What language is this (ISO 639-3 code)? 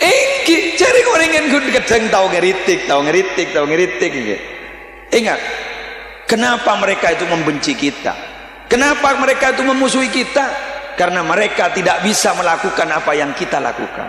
mad